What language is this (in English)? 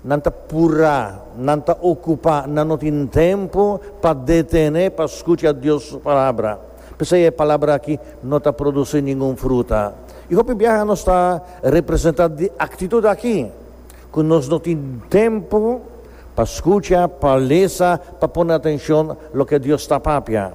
Papiamento